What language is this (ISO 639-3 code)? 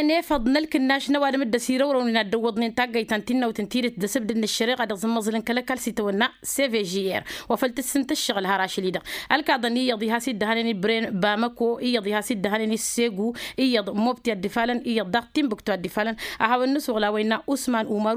taq